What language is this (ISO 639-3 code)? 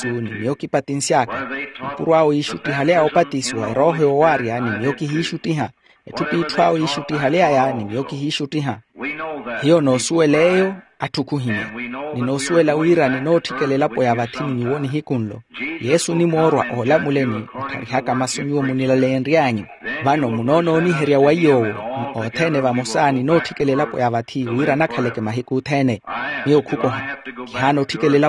vmw